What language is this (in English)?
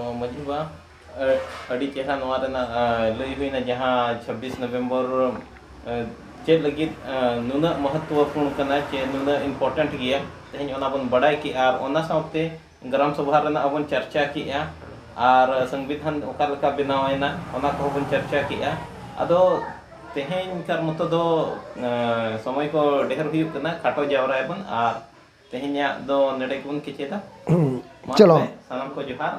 Santali